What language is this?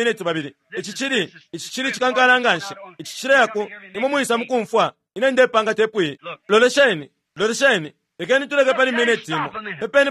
Bemba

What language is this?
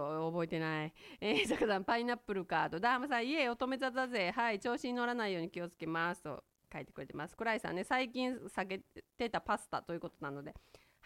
Japanese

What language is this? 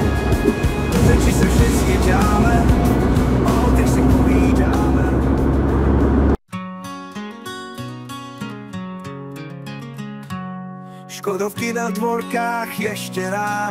Czech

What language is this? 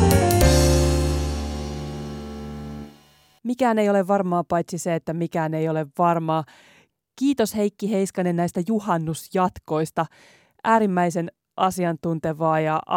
Finnish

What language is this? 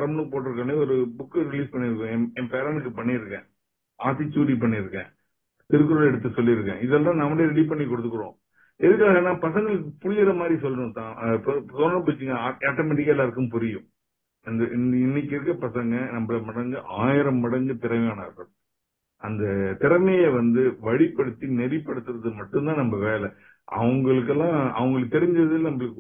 Tamil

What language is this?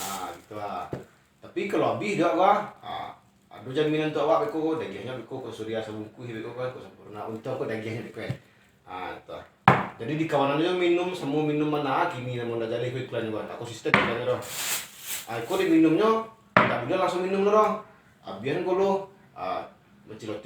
Minangkabau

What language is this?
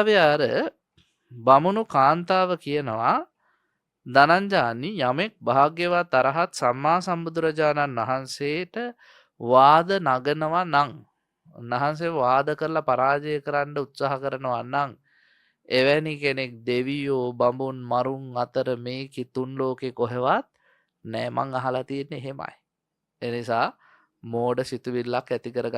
Sinhala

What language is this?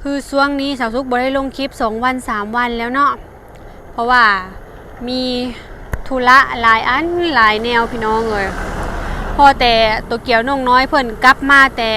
Lao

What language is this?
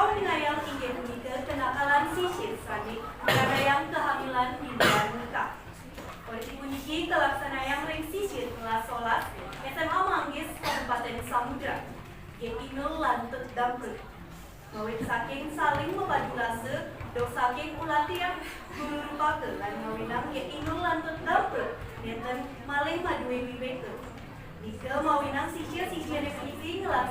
Balinese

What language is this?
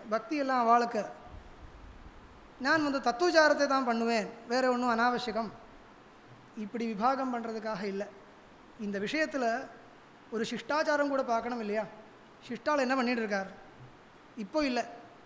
Tamil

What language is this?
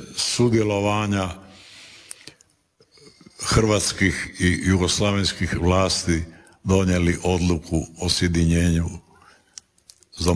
Croatian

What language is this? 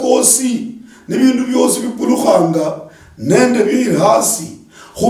Luyia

